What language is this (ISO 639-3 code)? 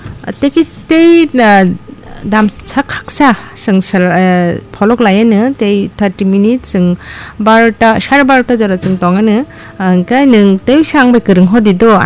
trp